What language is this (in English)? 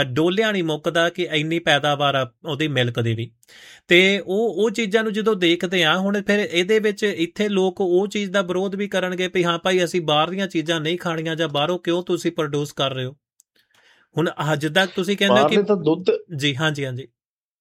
Punjabi